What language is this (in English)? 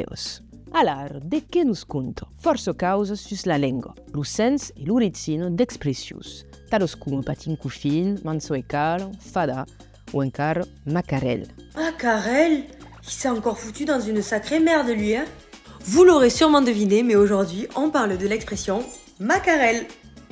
Occitan